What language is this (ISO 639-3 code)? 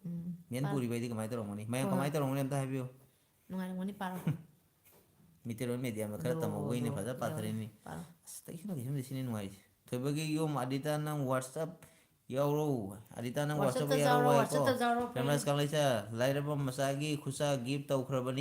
mni